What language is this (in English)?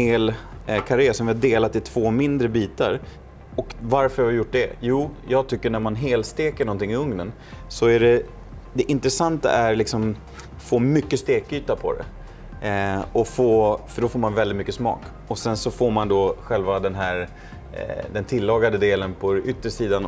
Swedish